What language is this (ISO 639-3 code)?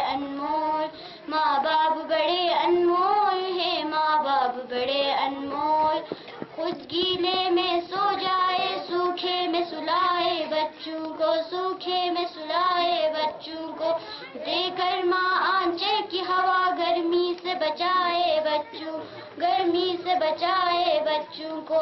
urd